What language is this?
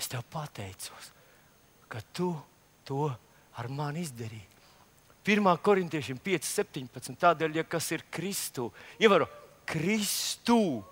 Latvian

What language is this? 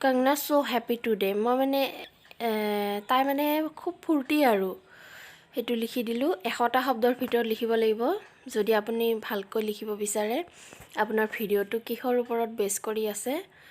Assamese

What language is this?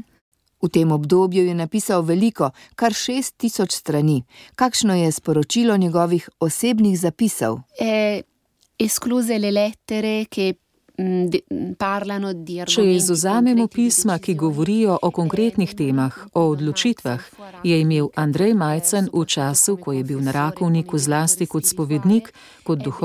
Slovenian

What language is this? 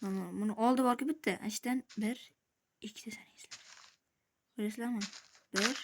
Uzbek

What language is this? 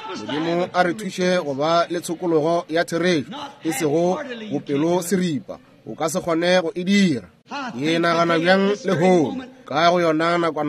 Northern Sotho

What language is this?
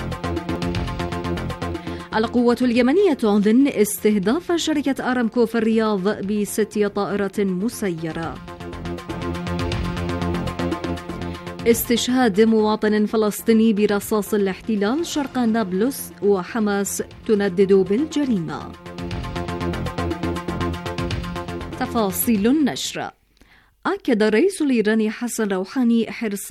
Arabic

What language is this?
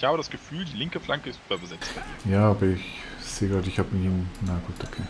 Swiss German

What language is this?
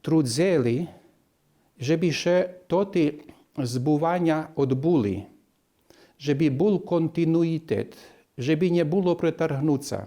Rusyn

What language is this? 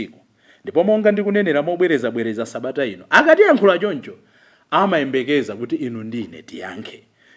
Nyanja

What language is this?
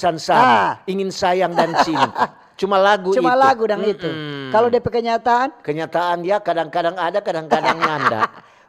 Manado Malay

